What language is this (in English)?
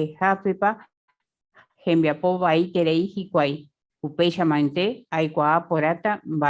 Guarani